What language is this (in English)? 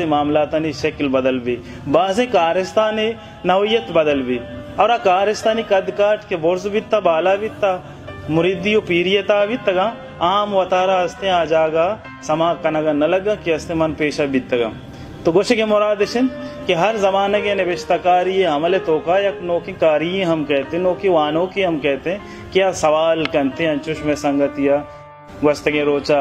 Baluchi